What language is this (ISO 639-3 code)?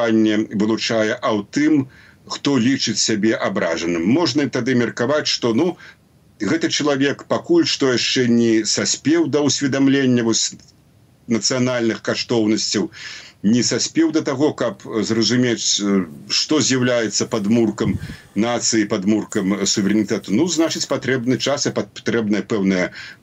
bel